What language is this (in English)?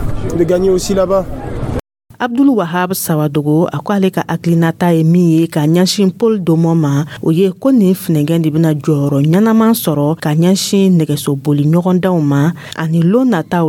Dyula